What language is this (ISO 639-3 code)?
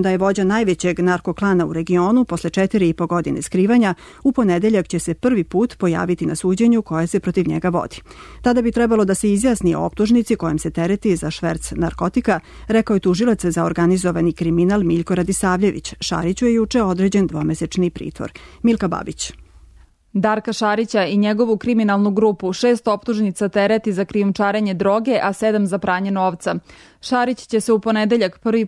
srp